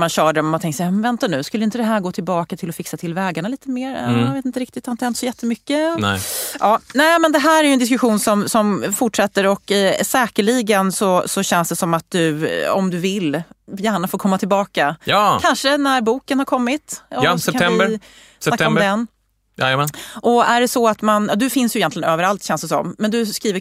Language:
Swedish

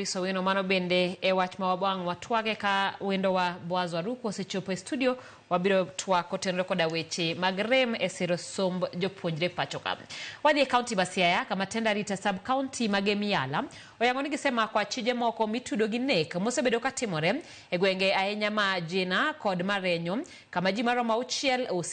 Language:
Luo (Kenya and Tanzania)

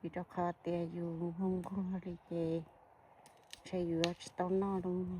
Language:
Hmong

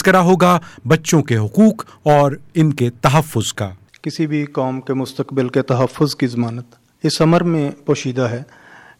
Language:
Urdu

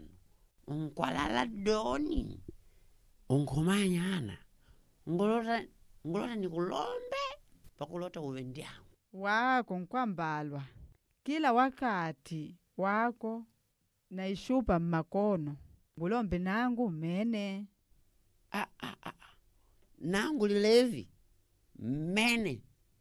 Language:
Makonde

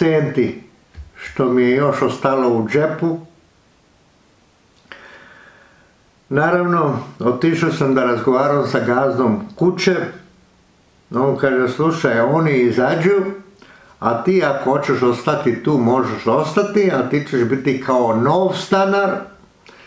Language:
Serbian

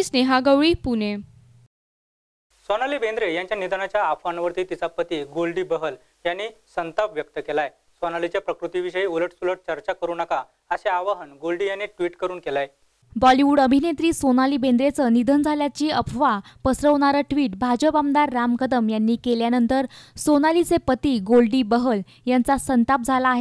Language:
Marathi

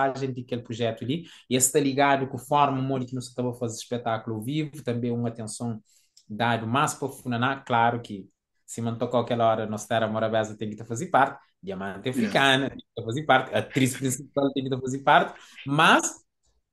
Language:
Kabuverdianu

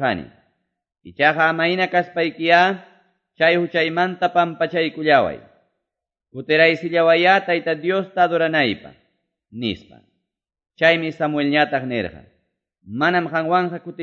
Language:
Quechua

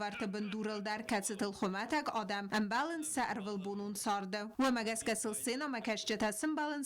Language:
Ossetic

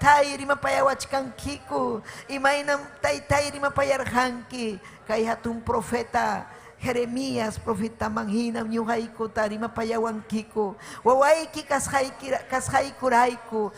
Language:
Ayacucho Quechua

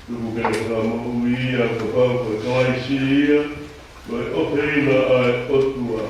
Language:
Tongan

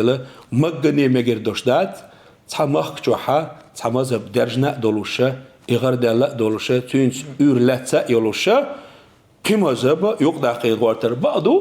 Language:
Chechen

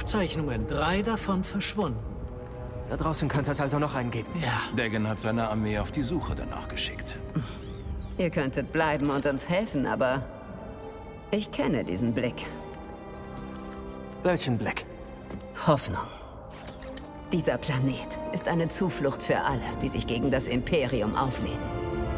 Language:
German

